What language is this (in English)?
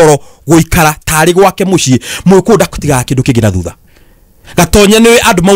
Kikuyu